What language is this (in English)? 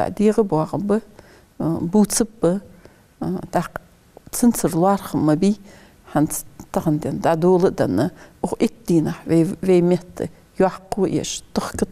Ingush